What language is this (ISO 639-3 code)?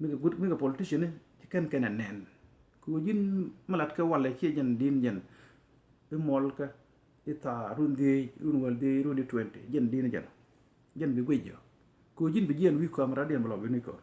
nus